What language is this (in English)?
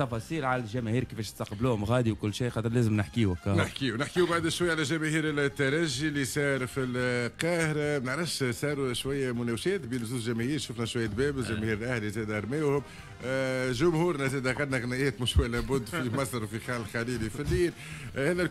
Tunisian Arabic